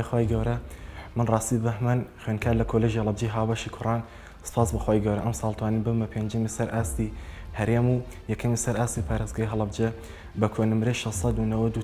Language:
Central Kurdish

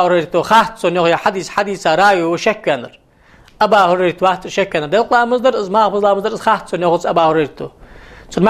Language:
Ingush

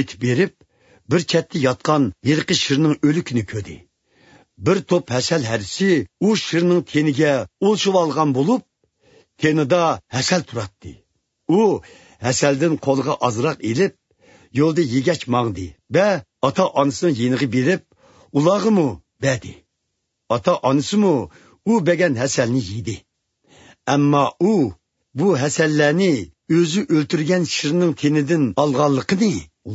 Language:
Uyghur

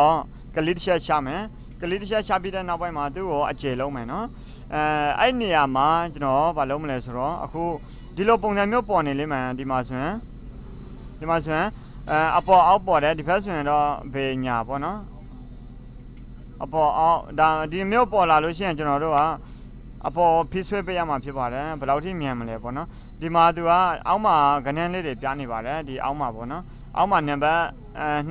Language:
Burmese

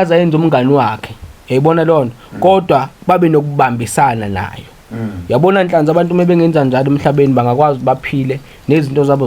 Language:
Zulu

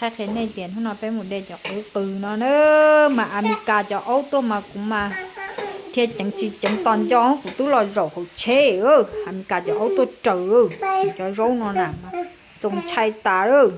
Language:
Hmong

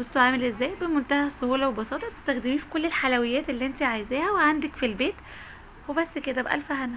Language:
Egyptian Arabic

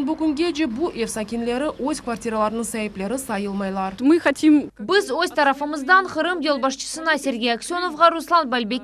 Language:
Crimean Tatar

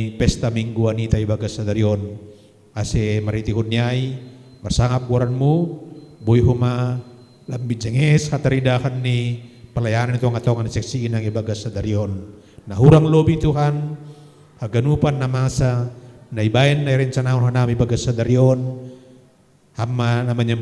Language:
Batak Simalungun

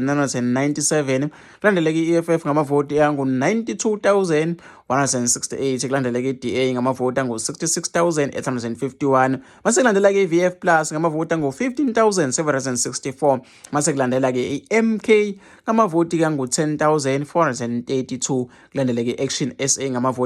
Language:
Zulu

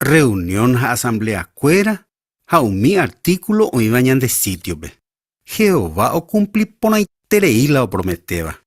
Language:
Guarani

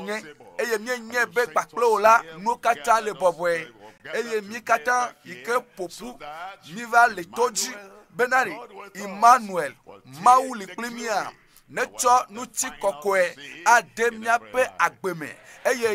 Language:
Ewe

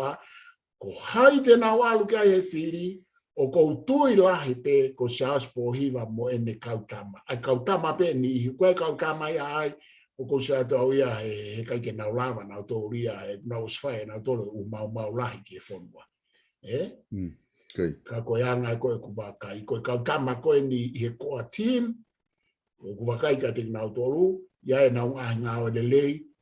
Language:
Tongan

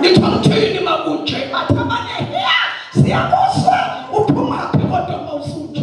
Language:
Zulu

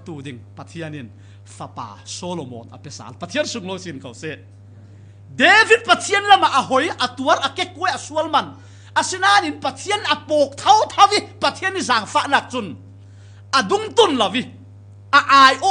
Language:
Falam Chin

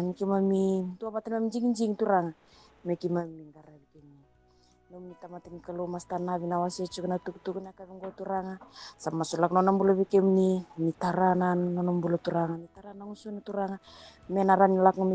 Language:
Fijian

